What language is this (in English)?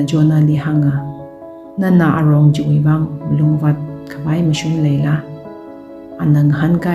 Tangkhul Naga (India)